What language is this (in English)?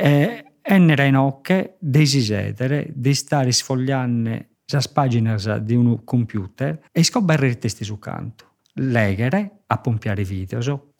Sardinian